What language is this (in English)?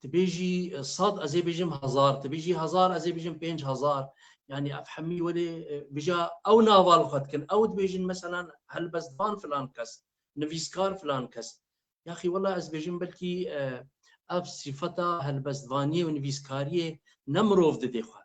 Kurdish